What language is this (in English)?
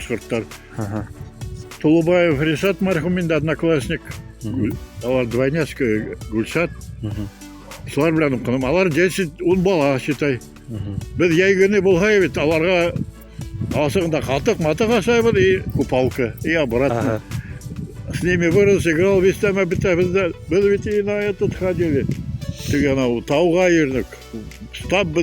Tatar